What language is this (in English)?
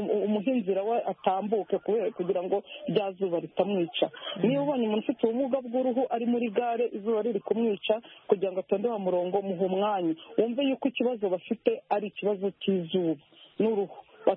Kinyarwanda